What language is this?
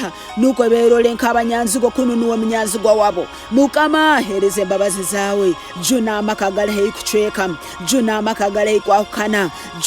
Tooro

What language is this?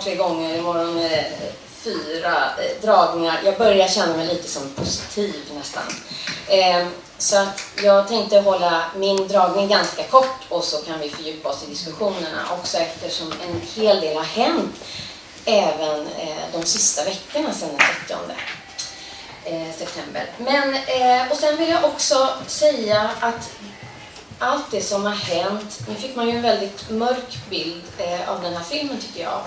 Swedish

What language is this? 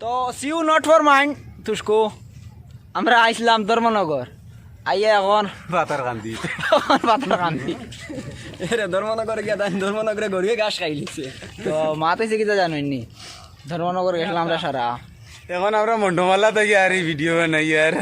Sylheti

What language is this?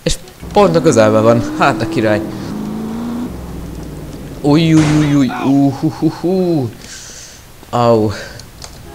Hungarian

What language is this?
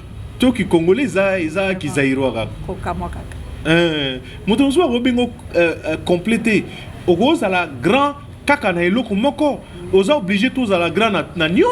Lingala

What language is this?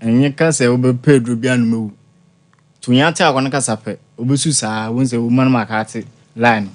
Akan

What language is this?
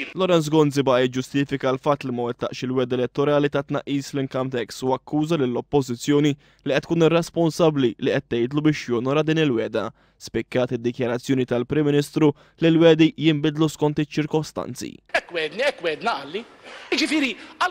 Maltese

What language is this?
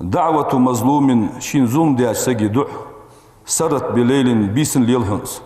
Ingush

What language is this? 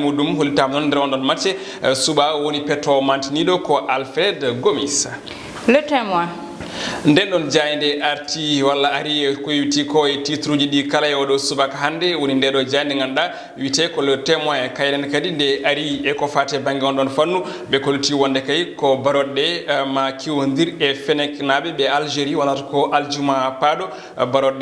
Fula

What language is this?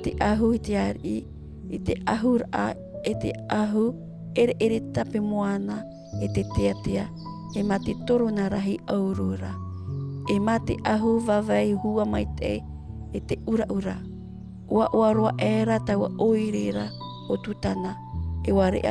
Tahitian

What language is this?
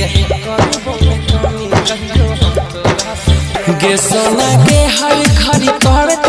Bhojpuri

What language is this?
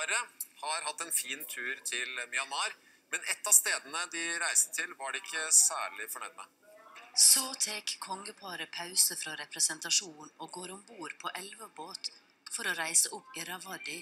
Norwegian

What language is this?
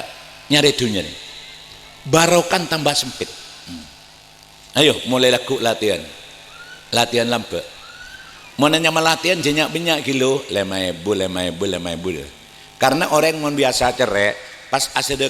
Madurese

